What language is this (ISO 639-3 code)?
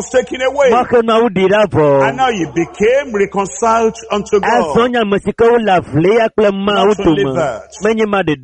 ewe